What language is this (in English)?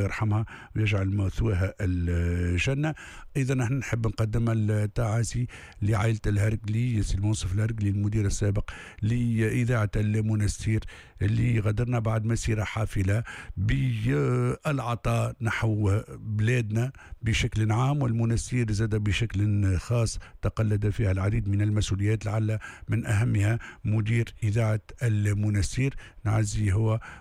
Tunisian Arabic